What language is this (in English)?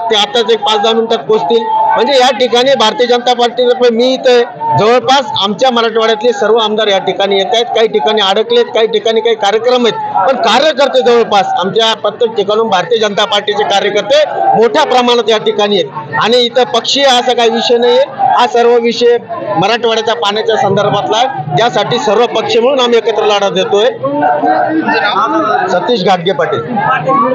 Marathi